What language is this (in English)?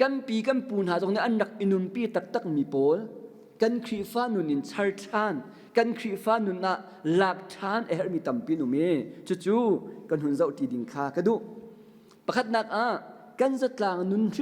Hakha Chin